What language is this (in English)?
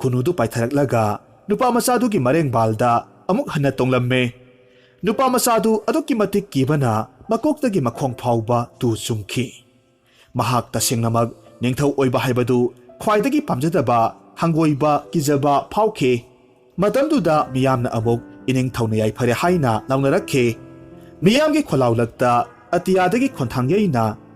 Manipuri